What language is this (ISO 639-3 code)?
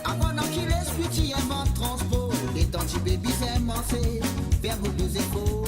mfe